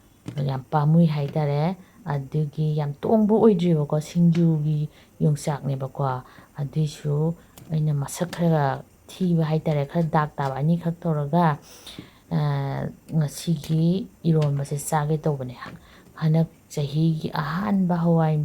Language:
Manipuri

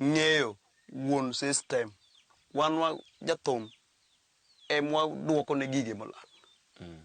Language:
Luo (Kenya and Tanzania)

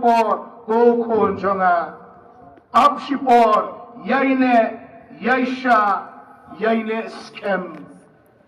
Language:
Khasi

